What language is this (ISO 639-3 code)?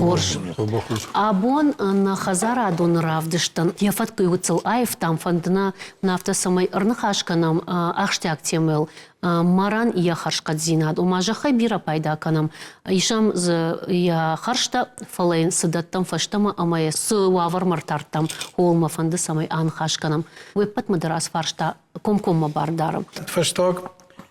oss